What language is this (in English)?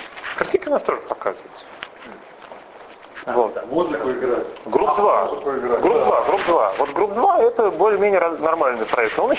Russian